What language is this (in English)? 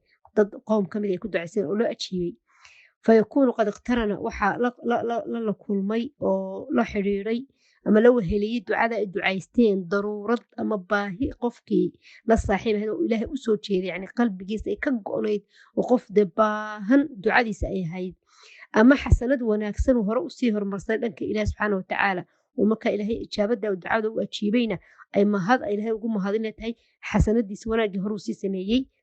Somali